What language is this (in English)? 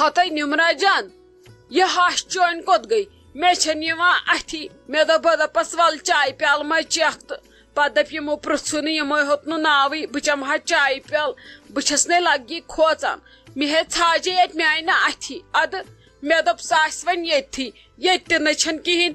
Kashmiri